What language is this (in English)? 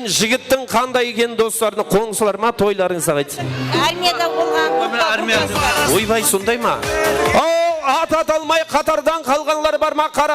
Kara-Kalpak